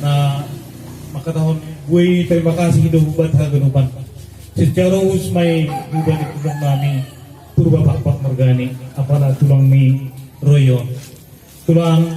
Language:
Batak Simalungun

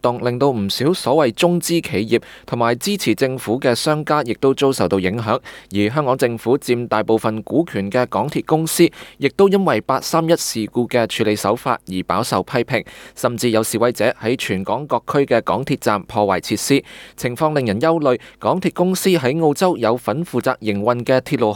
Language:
Cantonese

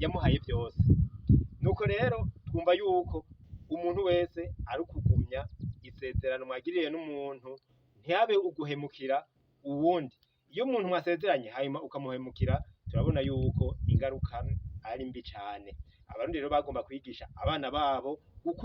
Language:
Rundi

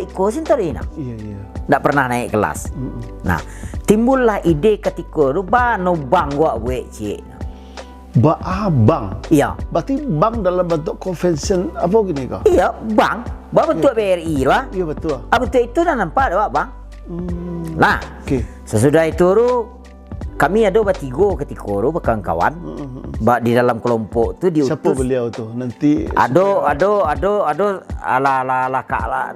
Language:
Minangkabau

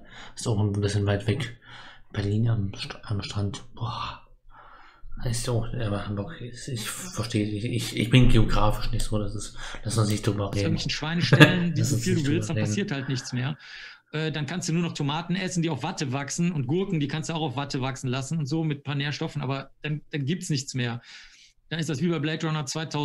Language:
German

